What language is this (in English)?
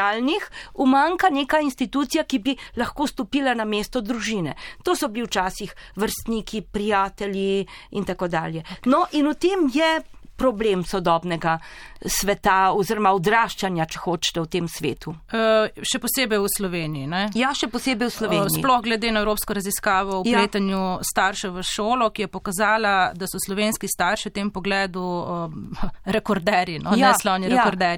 Slovenian